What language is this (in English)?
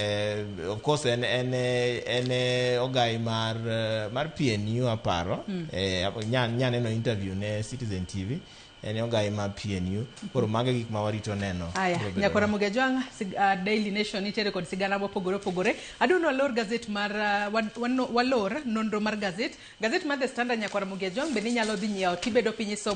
Luo (Kenya and Tanzania)